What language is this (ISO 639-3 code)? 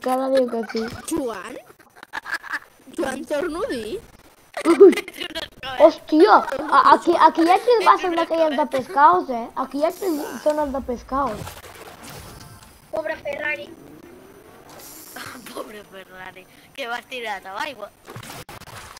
cat